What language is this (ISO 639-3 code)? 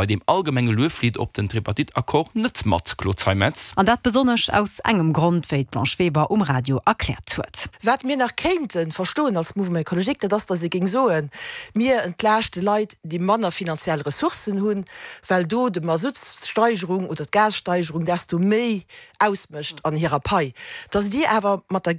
ltz